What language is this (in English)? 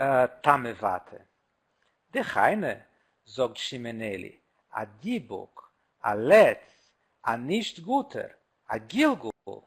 Yiddish